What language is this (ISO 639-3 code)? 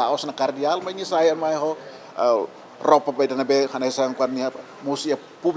tet